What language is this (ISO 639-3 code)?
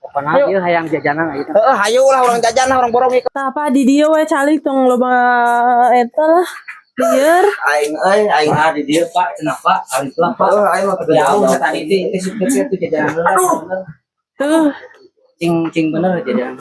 sun